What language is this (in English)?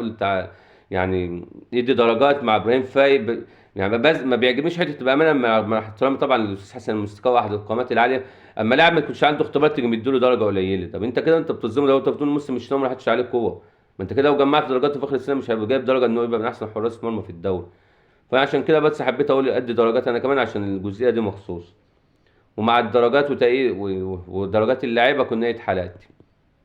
Egyptian Arabic